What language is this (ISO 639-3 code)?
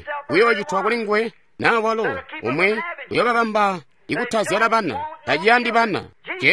toi